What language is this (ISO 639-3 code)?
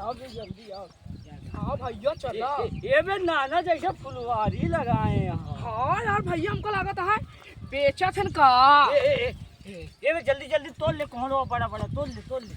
awa